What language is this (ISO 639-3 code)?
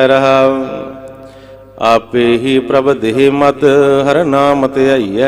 pan